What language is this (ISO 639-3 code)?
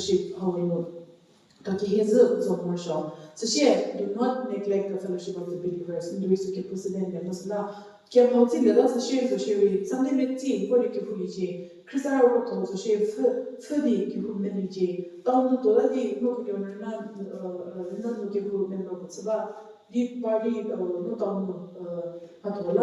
njm